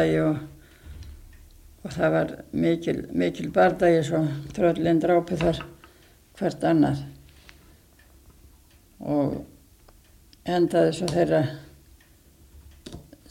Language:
Icelandic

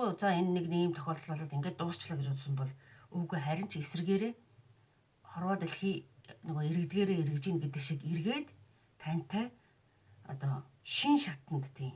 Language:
Mongolian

